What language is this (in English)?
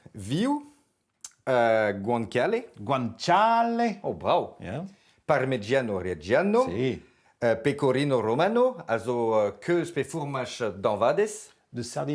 Breton